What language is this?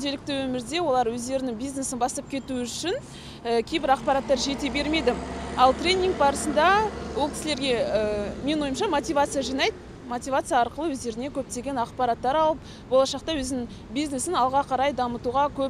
Kazakh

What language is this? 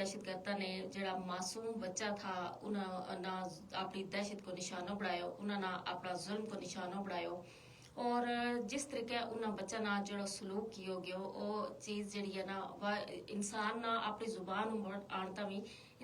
Gujari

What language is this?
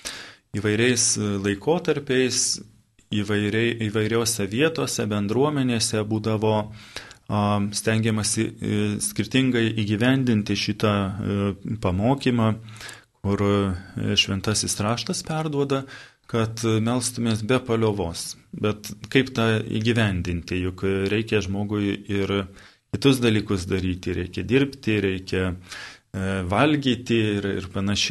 Lithuanian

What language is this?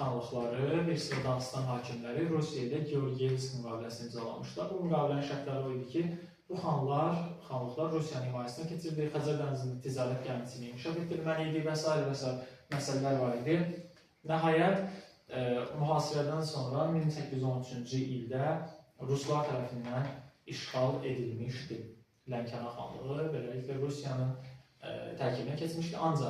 Azerbaijani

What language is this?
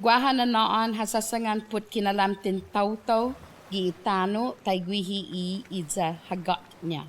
Chamorro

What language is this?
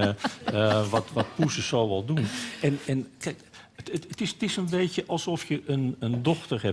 Dutch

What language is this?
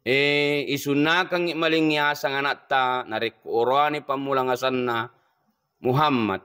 Buginese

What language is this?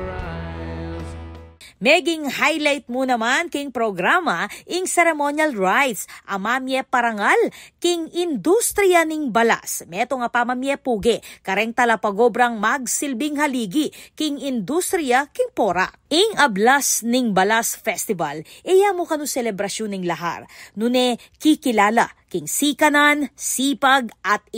Pampanga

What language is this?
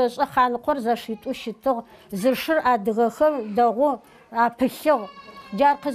Adyghe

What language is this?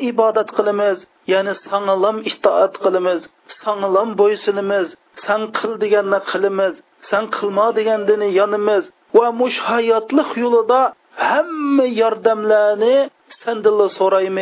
Uyghur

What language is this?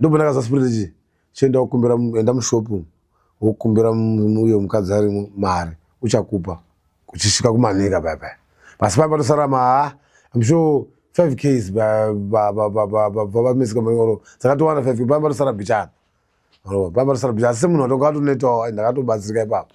Shona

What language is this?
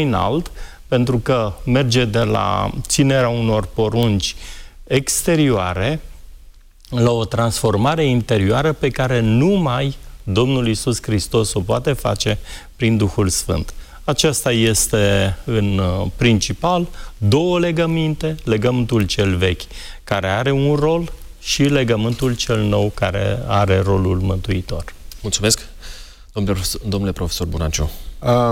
Romanian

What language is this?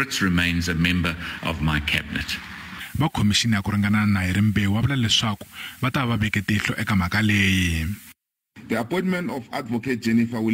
Tsonga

